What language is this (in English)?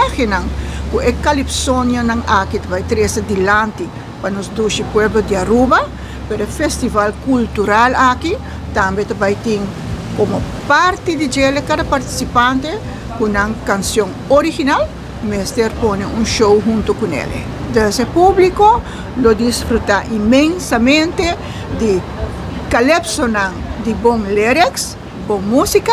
Papiamento